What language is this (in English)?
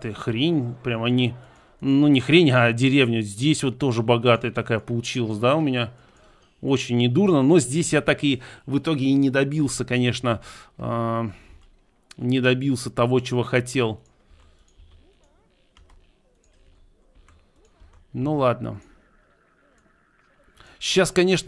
Russian